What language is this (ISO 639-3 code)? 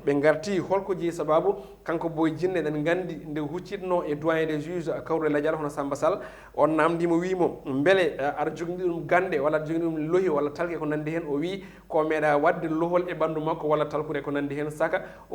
ful